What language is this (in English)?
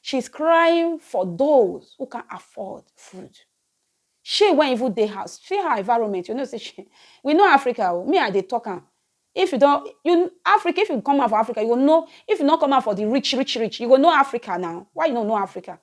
Nigerian Pidgin